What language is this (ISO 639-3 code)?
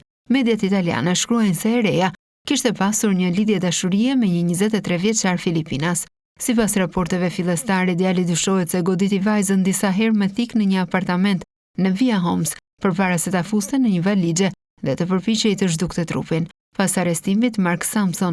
sqi